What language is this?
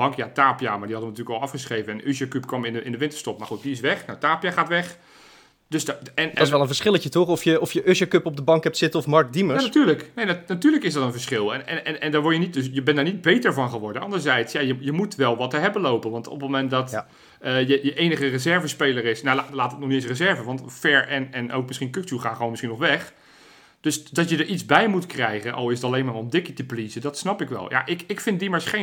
Dutch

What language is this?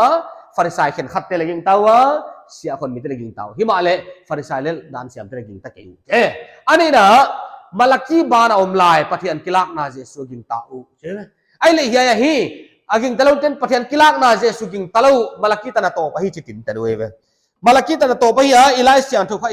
Paite Chin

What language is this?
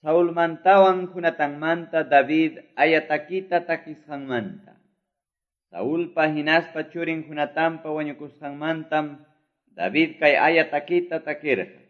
Quechua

